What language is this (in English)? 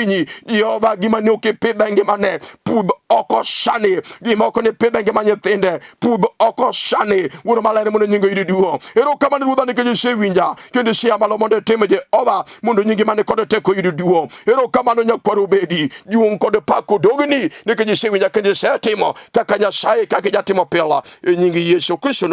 Luo (Kenya and Tanzania)